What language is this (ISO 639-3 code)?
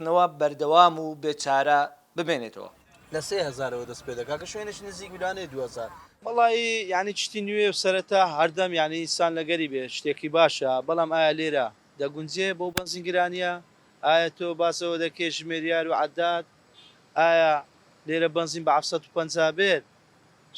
ckb